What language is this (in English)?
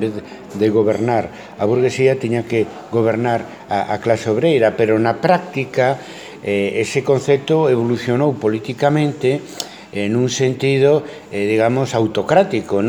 Galician